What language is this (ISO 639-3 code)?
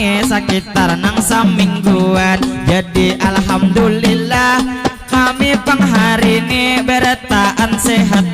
bjn